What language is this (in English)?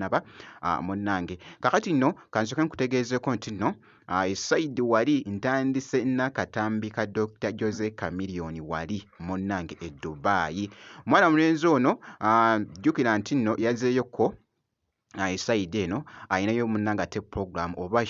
Ganda